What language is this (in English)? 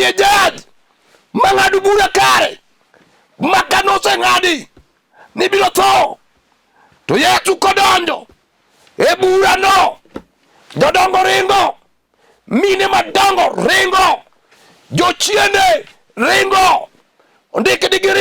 Luo (Kenya and Tanzania)